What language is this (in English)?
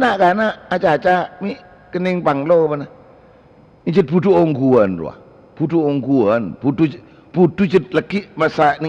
Madurese